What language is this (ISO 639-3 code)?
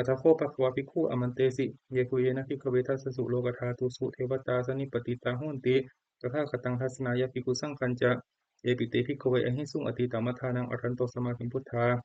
pli